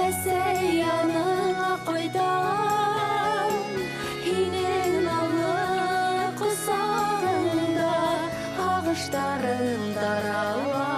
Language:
Bashkir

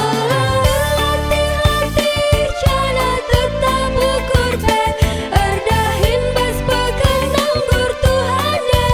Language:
Batak Karo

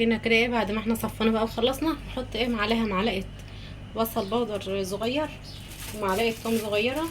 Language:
Egyptian Arabic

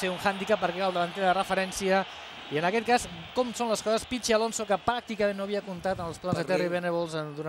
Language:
Catalan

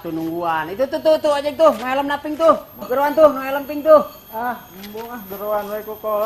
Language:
Sundanese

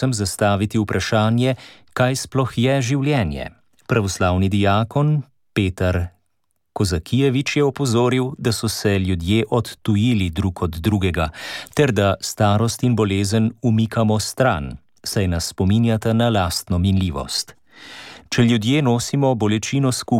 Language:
Slovenian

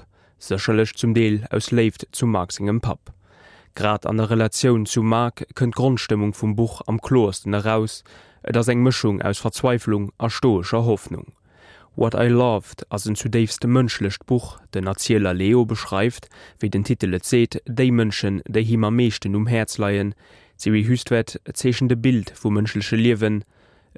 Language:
Luxembourgish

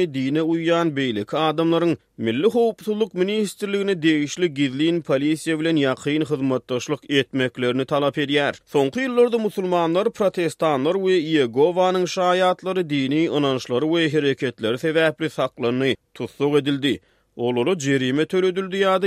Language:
Turkmen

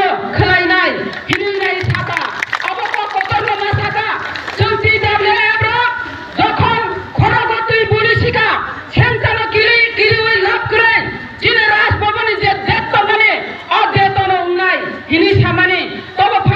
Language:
Kok Borok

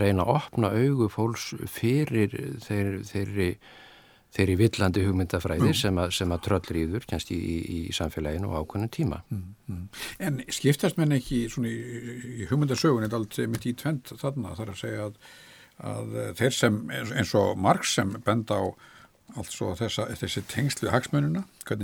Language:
Icelandic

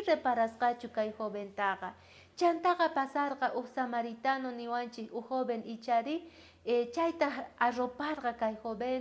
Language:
South Bolivian Quechua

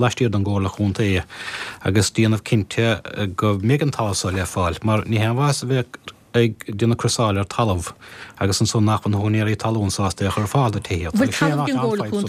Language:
Irish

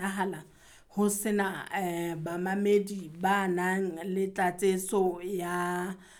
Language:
Southern Sotho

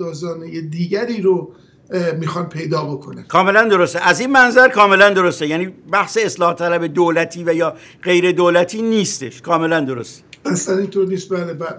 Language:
Persian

